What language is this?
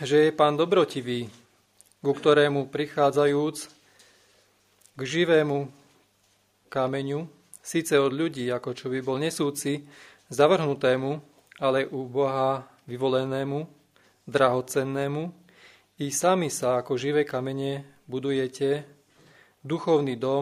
Slovak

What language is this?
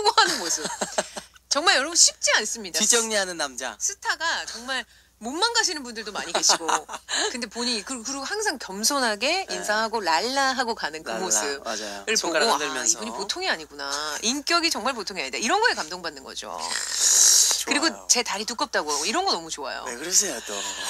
Korean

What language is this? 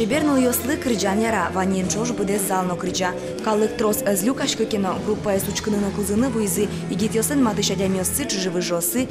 Udmurt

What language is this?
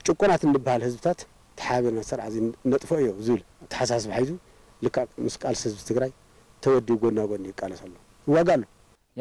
Tigrinya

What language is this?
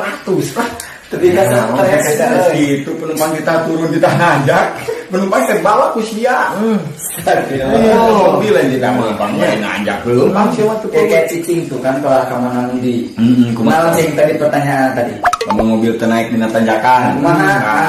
Sundanese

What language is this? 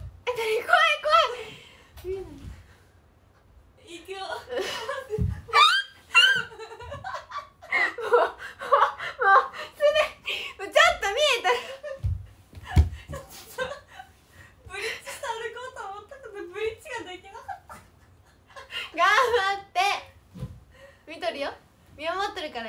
Japanese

